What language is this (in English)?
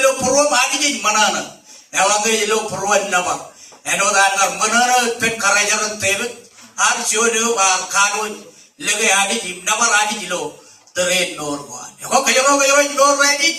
Marshallese